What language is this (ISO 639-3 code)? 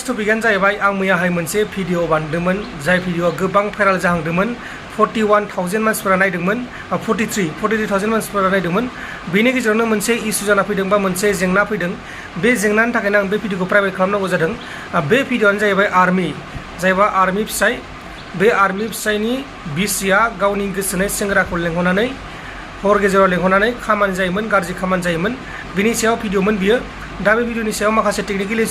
brx